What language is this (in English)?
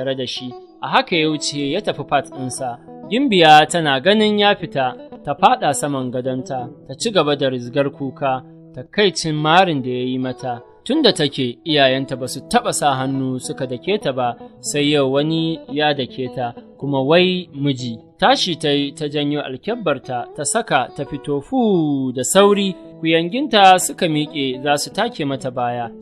Hausa